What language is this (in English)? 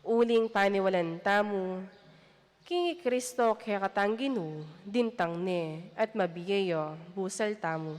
Pampanga